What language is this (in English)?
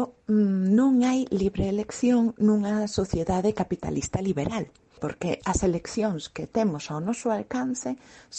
Galician